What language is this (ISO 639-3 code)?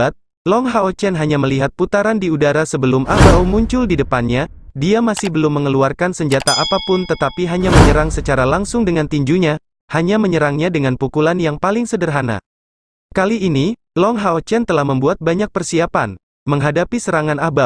ind